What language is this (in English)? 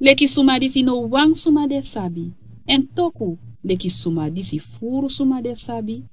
Sranan Tongo